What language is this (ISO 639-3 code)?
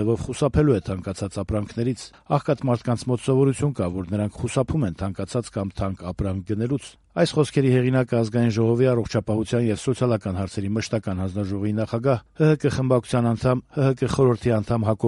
hye